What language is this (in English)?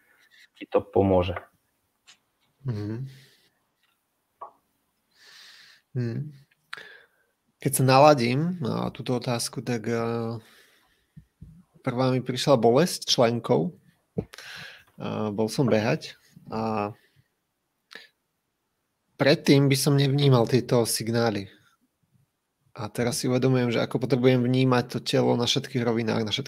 Slovak